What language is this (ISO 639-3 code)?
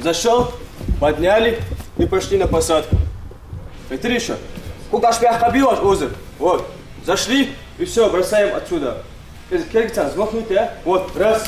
inh